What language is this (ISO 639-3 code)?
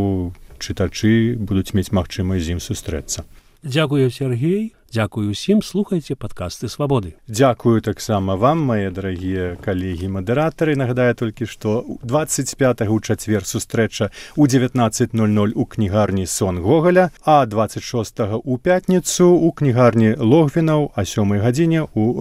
bel